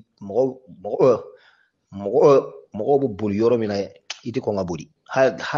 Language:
Bambara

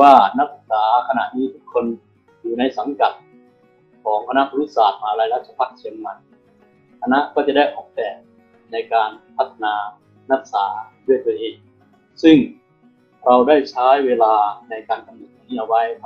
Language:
Thai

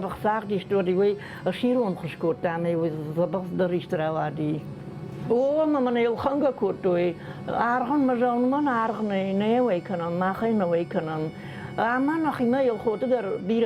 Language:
Ossetic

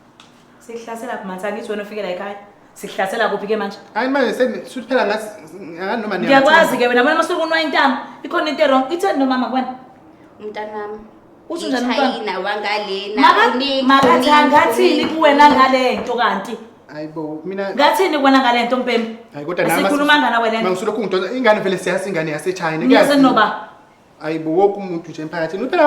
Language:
Zulu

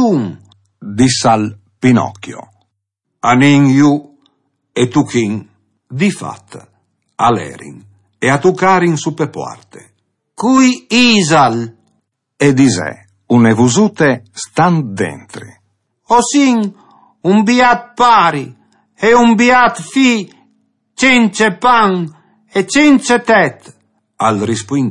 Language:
Friulian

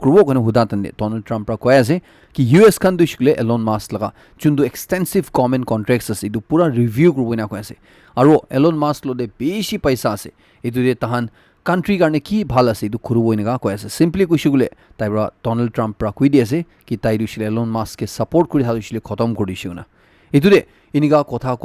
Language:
Naga Pidgin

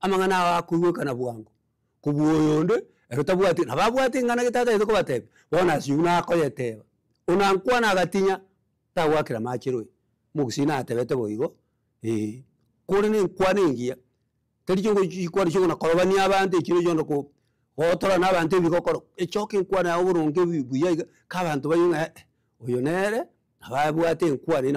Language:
Gusii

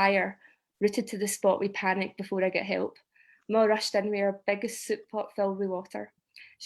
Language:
Scots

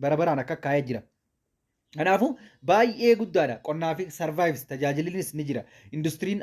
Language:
Oromo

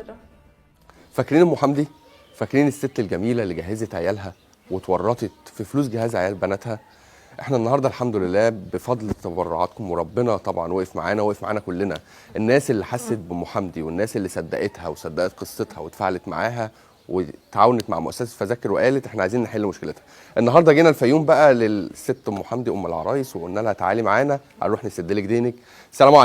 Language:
Egyptian Arabic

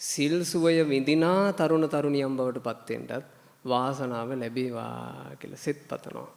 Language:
Sinhala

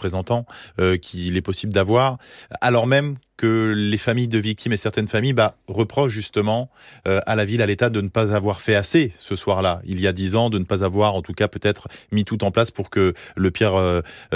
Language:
French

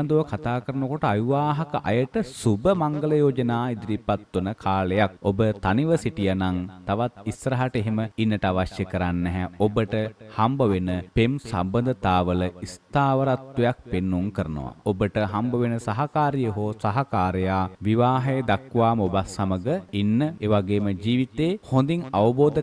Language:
Sinhala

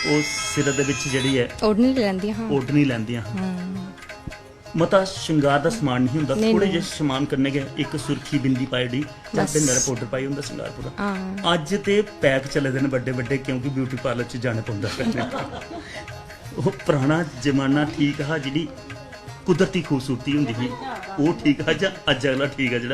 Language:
Dogri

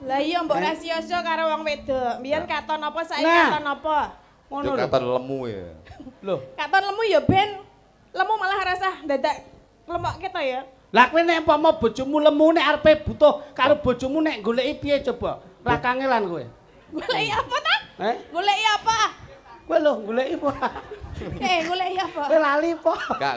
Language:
Javanese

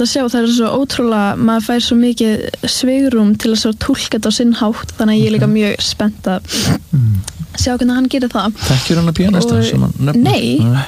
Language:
Icelandic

